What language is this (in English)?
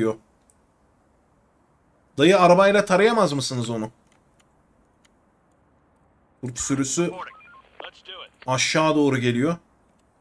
Turkish